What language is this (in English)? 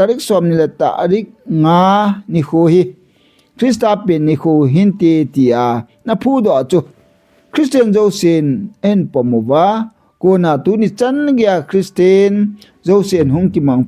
Thado Chin